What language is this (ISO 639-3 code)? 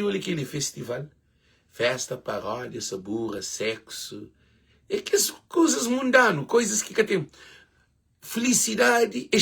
kea